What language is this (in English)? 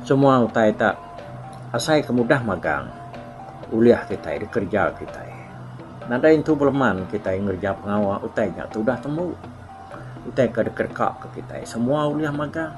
Iban